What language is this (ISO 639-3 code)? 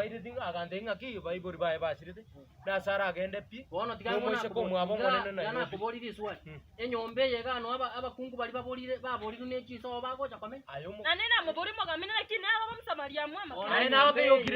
guz